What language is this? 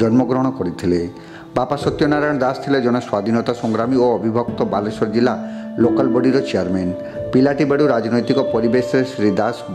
Odia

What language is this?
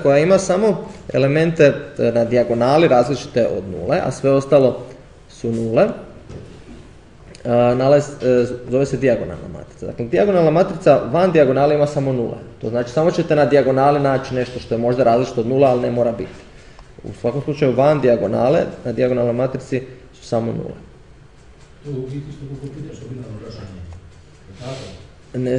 Croatian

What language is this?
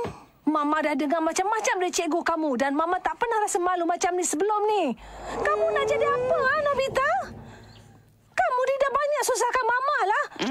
Malay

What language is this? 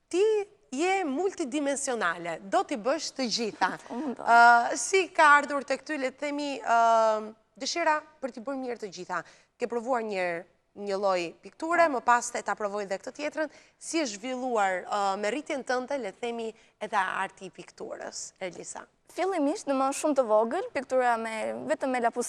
Albanian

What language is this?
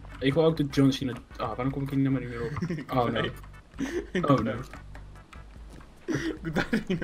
Dutch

